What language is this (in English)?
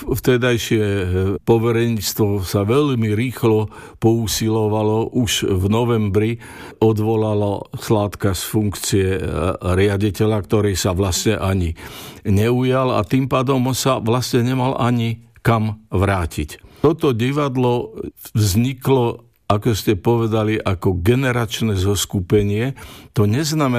Slovak